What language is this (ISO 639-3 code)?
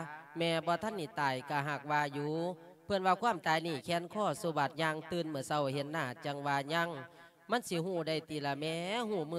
lao